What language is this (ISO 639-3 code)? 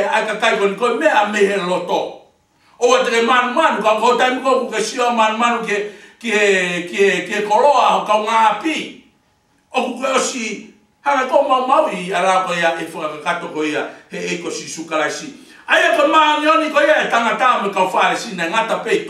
ton